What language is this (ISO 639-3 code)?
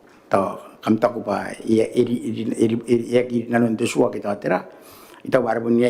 gil